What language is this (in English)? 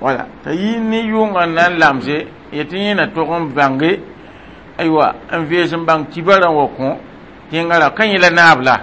Mossi